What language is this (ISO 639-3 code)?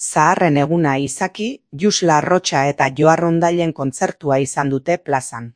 eus